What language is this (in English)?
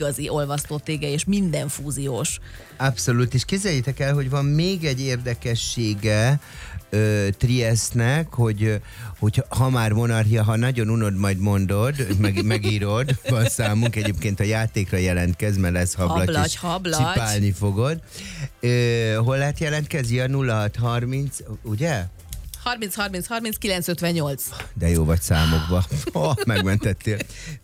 Hungarian